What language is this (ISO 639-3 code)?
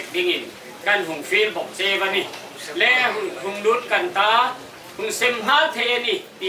hmr